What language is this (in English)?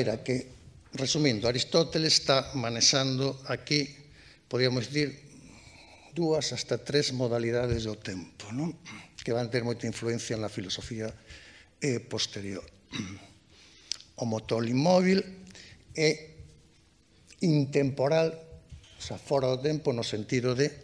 Galician